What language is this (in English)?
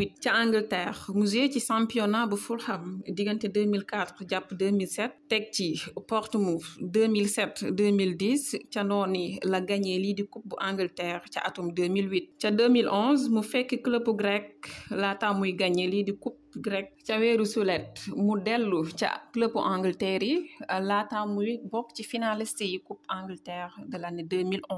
Wolof